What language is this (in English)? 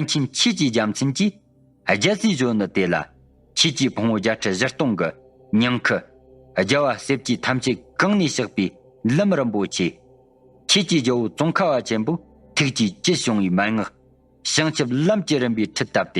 Tibetan